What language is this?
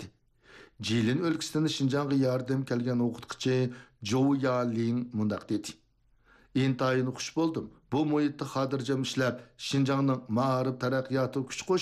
Uyghur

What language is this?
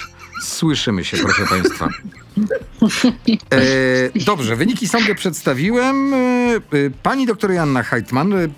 Polish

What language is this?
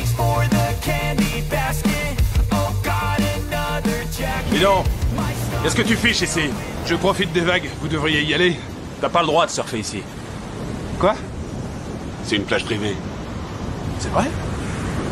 French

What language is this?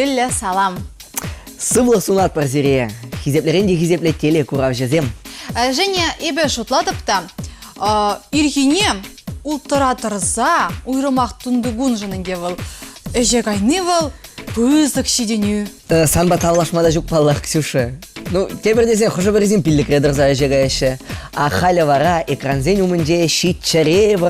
Chuvash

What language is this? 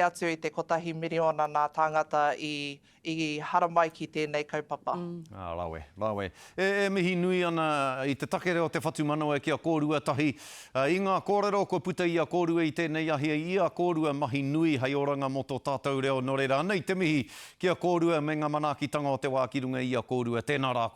Māori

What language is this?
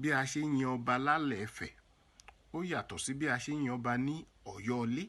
Yoruba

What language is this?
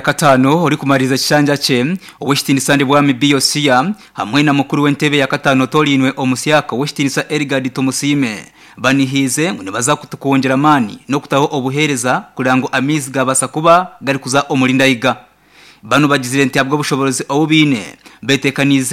Nyankole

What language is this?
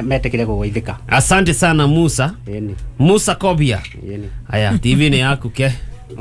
Kikuyu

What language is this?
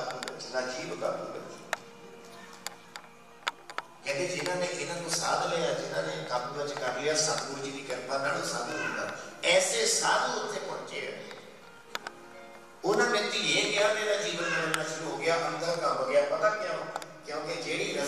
Punjabi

